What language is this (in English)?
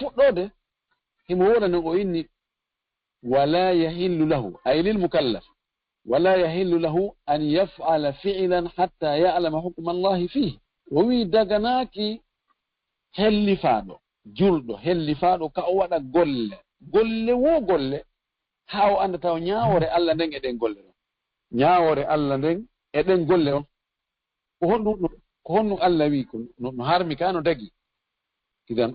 Fula